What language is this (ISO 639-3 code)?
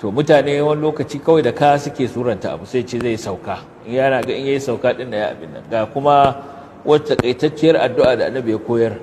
hau